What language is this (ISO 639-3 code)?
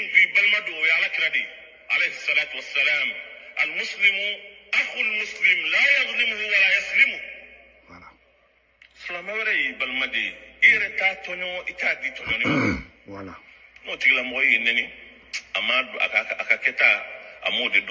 bam